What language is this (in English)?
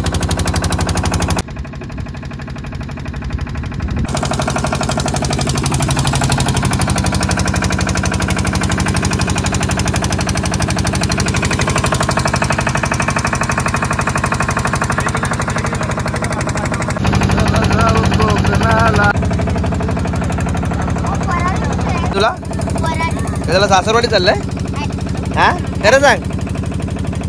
Marathi